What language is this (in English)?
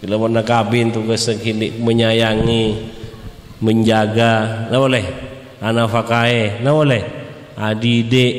Madurese